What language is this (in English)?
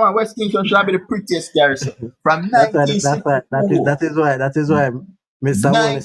Jamaican Creole English